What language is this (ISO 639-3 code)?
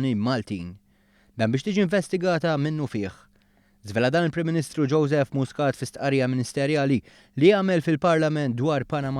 mlt